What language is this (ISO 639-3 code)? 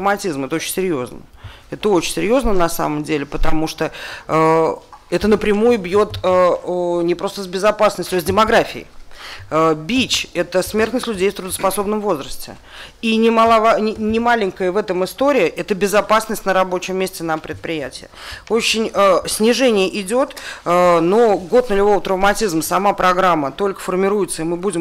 rus